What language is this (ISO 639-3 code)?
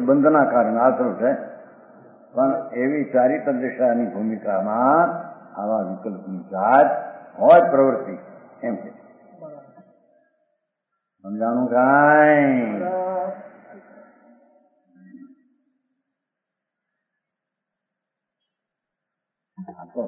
guj